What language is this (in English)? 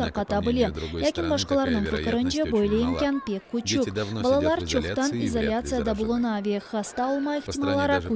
Crimean Tatar